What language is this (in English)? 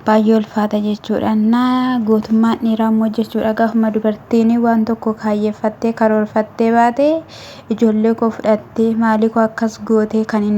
Oromo